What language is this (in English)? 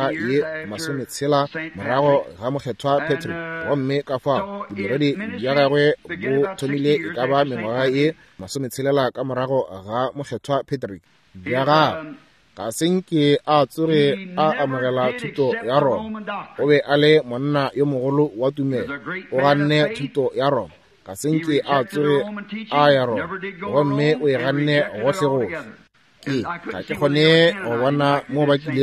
Northern Sotho